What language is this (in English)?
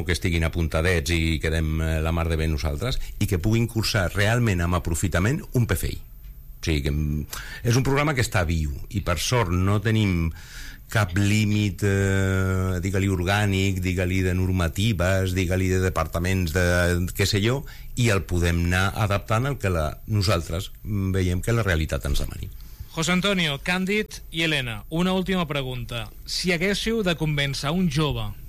Catalan